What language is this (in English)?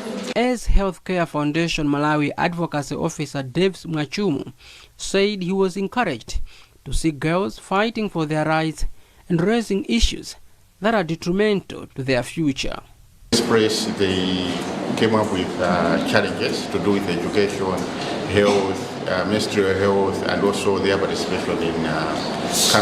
English